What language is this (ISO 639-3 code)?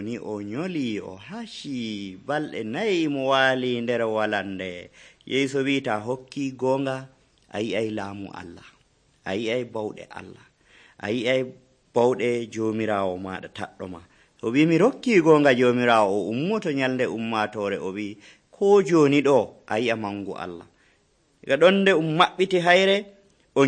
fuv